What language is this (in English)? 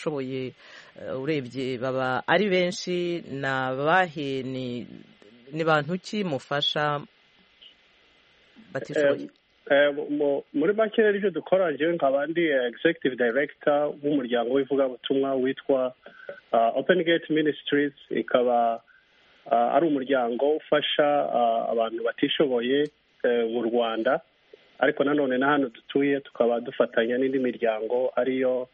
Kinyarwanda